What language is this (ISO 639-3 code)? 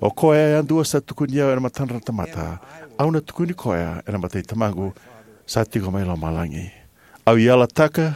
fij